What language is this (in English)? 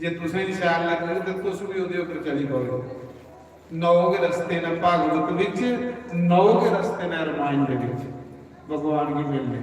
Dogri